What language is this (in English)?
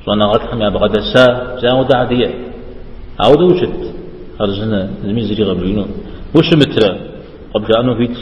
Kabardian